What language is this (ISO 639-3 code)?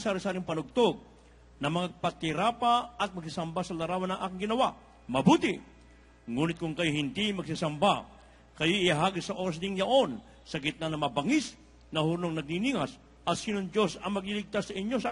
fil